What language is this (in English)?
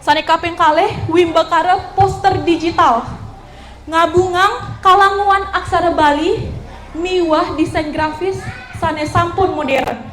Balinese